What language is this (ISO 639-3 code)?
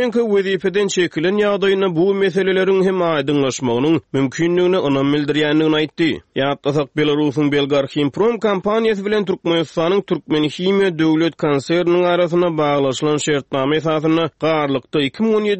tuk